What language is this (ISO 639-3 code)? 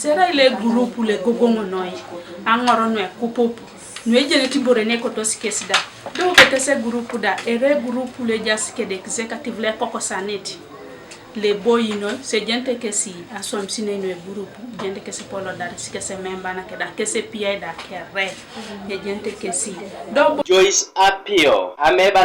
teo